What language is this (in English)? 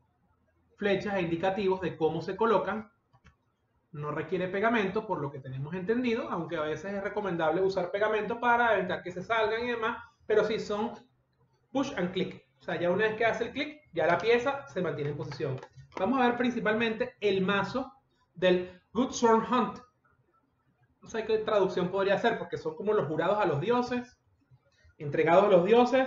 Spanish